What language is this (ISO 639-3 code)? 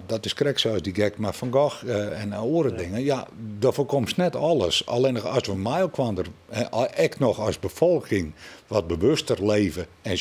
fry